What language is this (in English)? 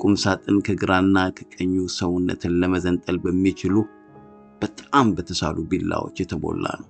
Amharic